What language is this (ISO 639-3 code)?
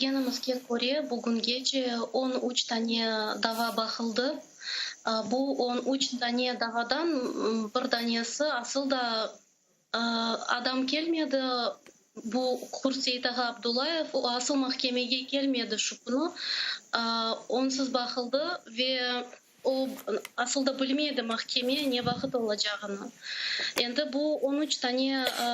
crh